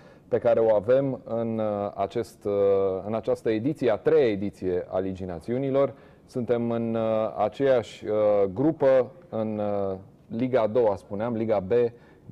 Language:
Romanian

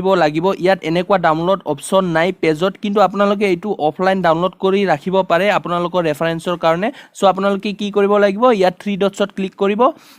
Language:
Assamese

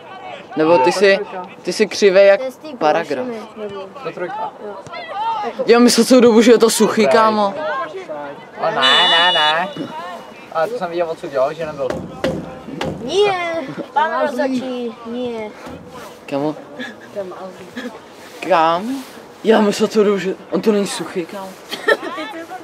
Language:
Czech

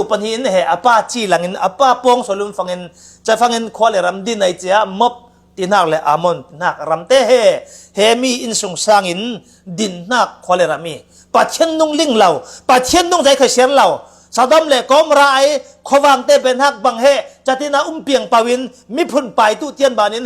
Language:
Falam Chin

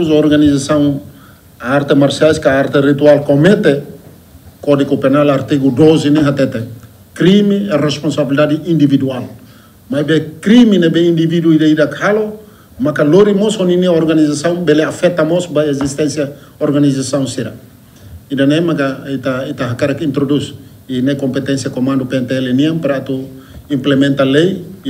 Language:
Tetum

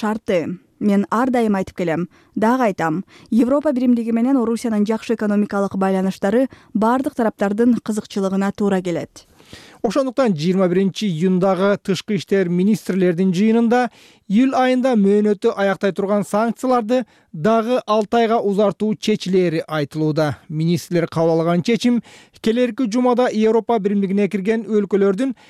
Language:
Kyrgyz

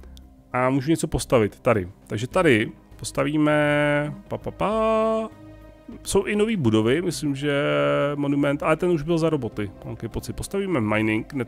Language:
Czech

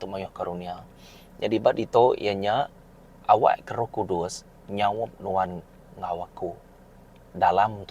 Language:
Iban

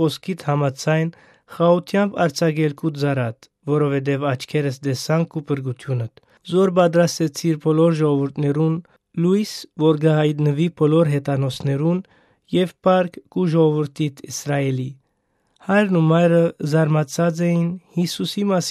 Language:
Western Armenian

